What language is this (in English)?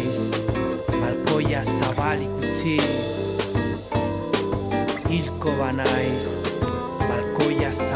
Basque